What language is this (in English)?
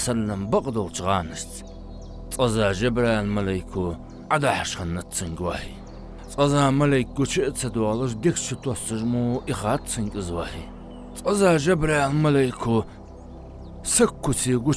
Ingush